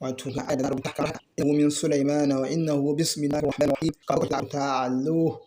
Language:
Hausa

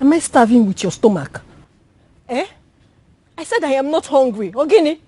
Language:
Nigerian Pidgin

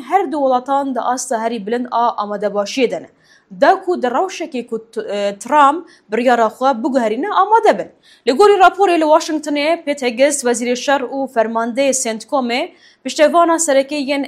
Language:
Kurdish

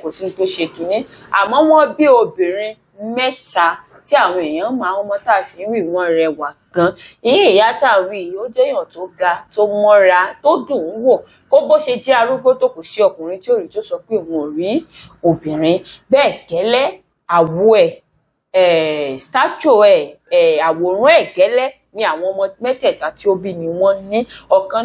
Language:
Yoruba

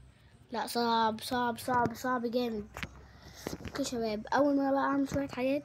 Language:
Egyptian Arabic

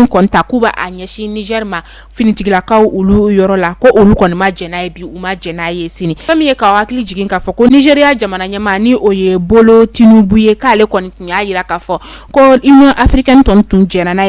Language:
Bambara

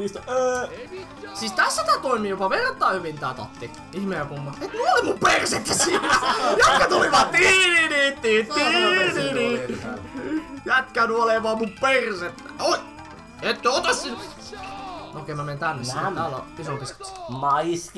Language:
Finnish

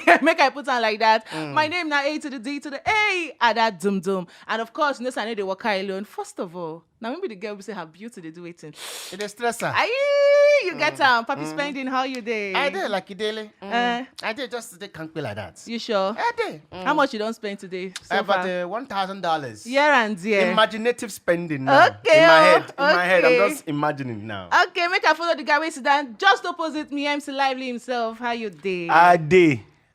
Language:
Nigerian Pidgin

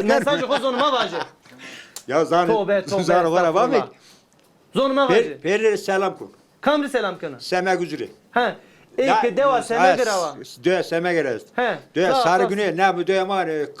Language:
Zaza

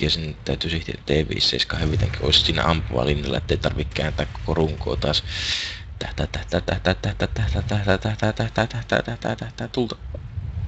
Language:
Finnish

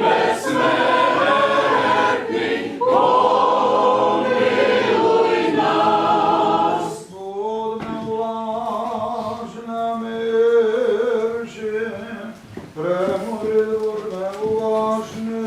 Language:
Rusyn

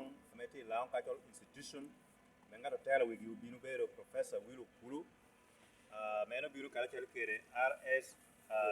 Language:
Lango (Uganda)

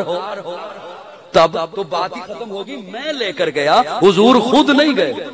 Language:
Urdu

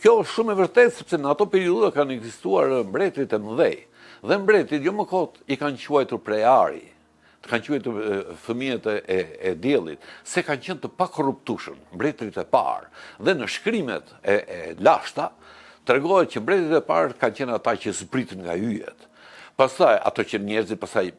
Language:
Albanian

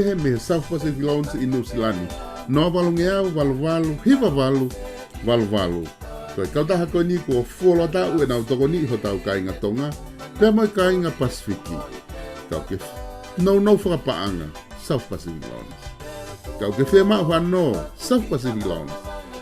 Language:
Tongan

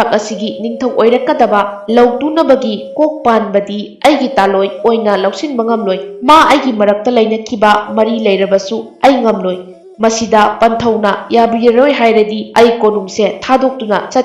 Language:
Manipuri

